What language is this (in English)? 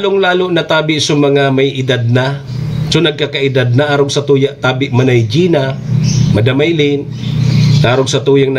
Bikol